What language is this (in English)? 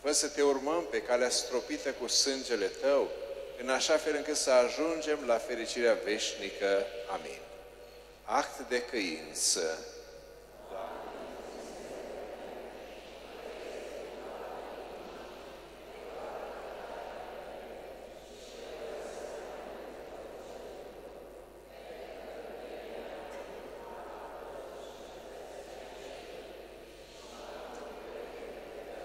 Romanian